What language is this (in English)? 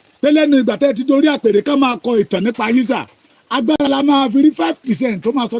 Yoruba